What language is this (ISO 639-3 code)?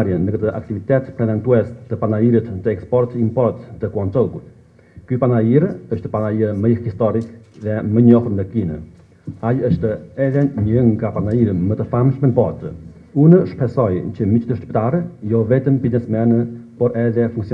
sqi